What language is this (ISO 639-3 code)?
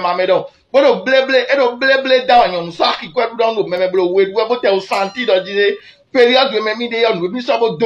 fon